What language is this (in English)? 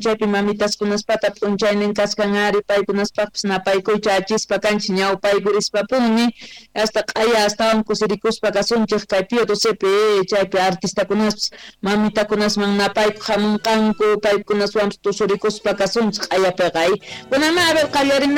Quechua